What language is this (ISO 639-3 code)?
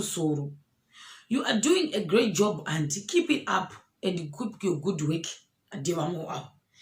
sna